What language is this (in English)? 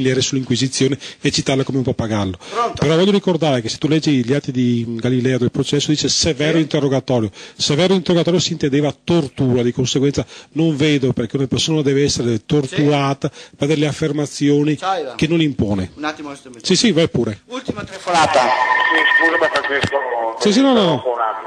Italian